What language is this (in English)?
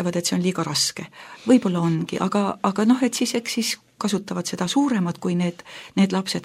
Estonian